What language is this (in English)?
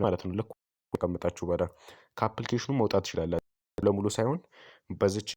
Amharic